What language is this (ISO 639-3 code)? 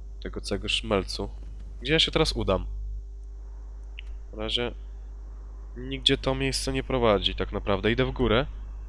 pol